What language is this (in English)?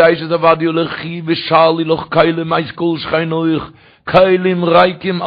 Yiddish